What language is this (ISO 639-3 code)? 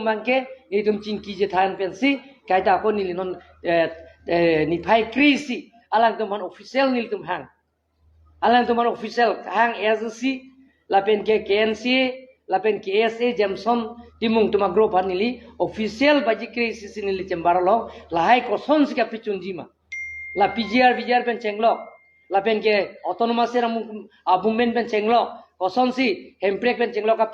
mjw